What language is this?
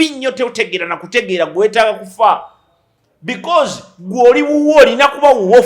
Ganda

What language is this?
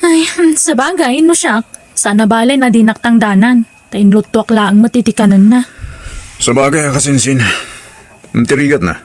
Iloko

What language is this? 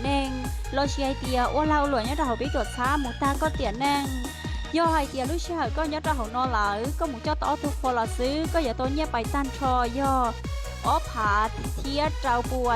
Hmong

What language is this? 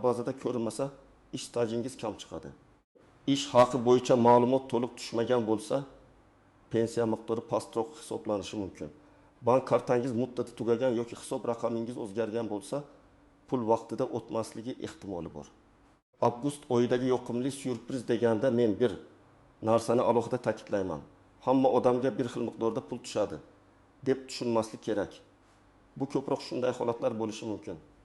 Uzbek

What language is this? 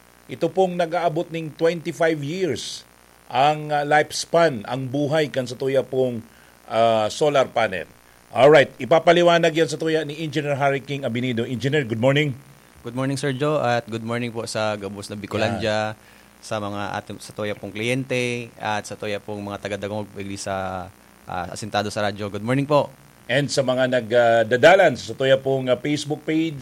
Bikol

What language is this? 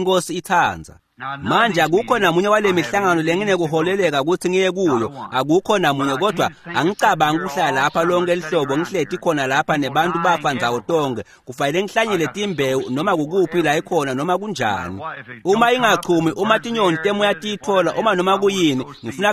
Swati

